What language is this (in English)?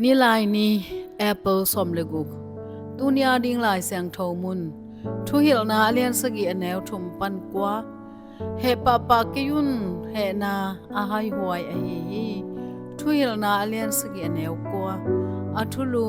Tedim Chin